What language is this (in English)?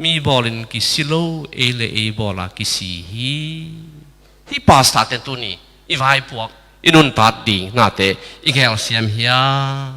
Tedim Chin